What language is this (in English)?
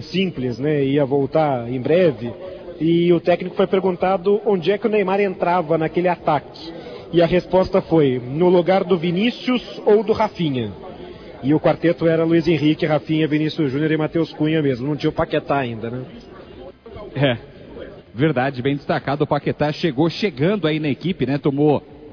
Portuguese